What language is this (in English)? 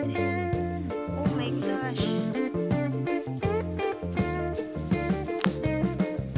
Filipino